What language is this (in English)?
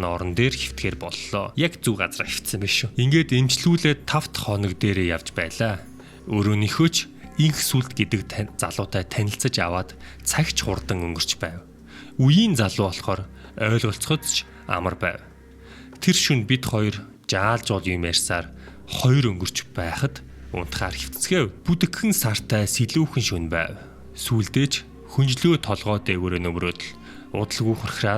Mongolian